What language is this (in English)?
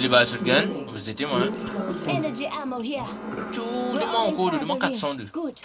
Morisyen